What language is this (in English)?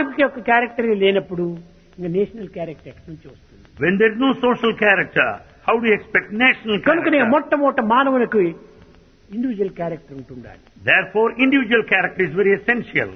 Telugu